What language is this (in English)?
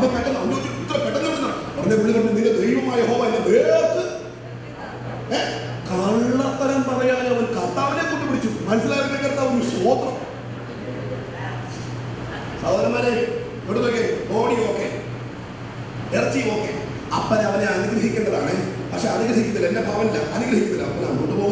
Malayalam